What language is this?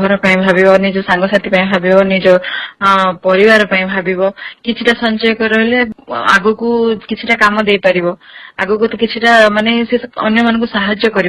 Odia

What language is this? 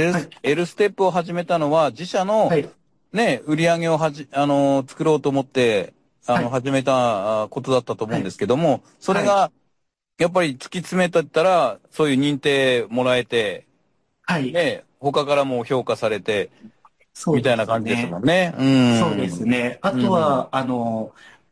Japanese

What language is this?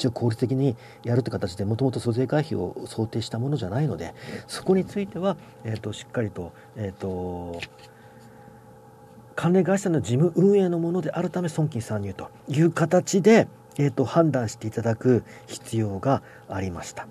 Japanese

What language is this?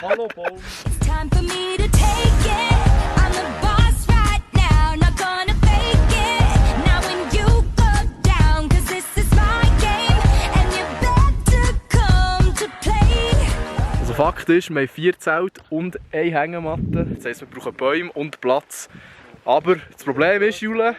Swiss German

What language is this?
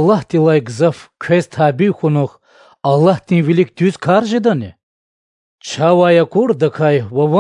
Lezghian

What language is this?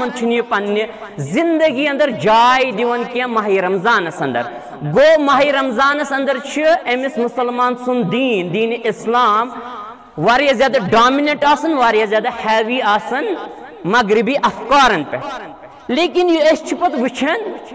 Kashmiri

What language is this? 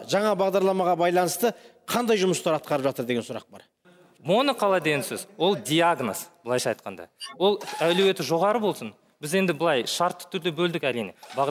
Kazakh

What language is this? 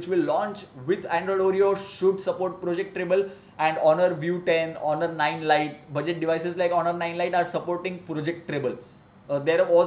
English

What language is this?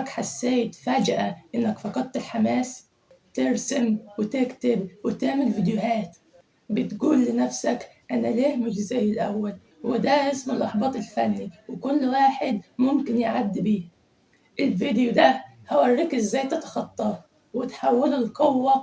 Egyptian Arabic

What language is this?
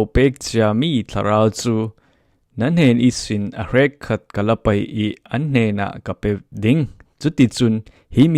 Falam Chin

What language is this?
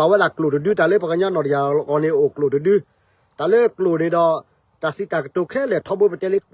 S'gaw Karen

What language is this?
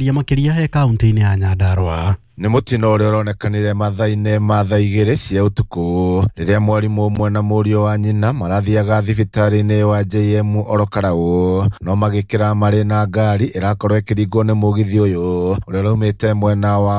Kikuyu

